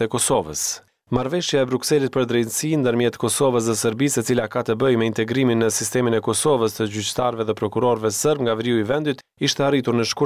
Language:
Albanian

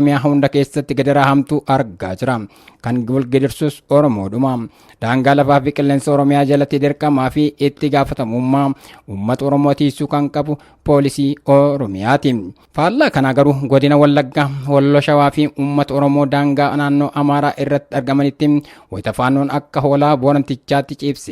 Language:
Oromo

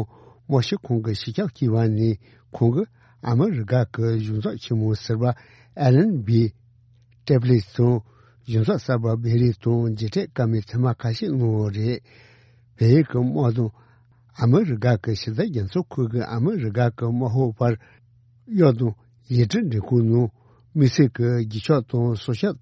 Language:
Tibetan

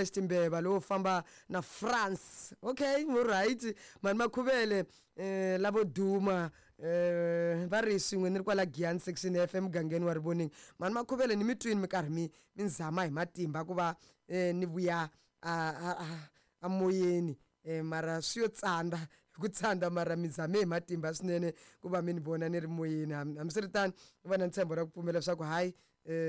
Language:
Tsonga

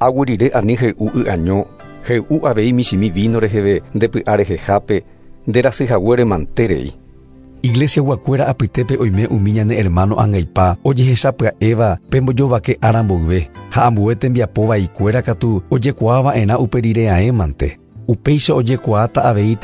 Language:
Guarani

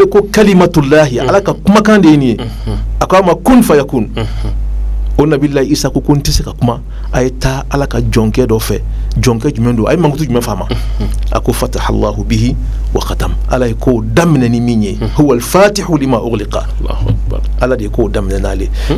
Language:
Bambara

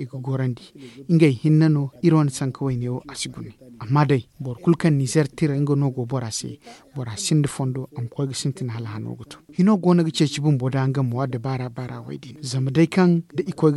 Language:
Zarma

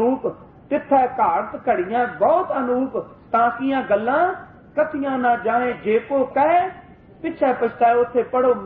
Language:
Punjabi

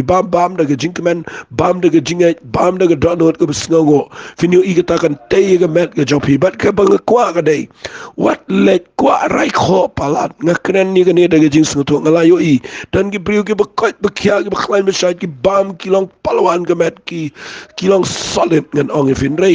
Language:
Khasi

